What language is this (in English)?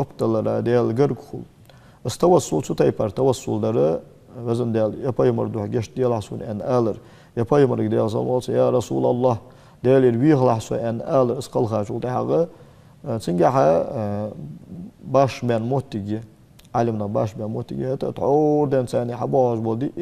Ingush